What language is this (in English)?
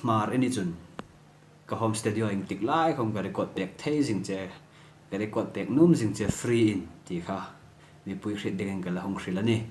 Hmar